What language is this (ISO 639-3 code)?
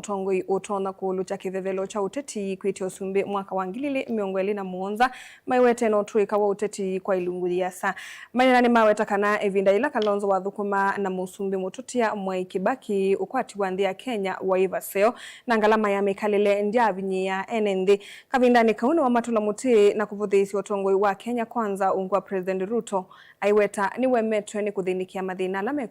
kam